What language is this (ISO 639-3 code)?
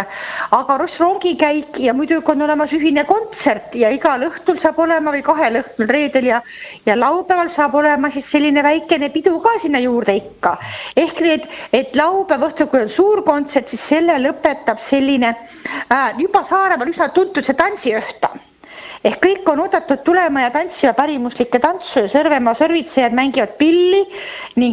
est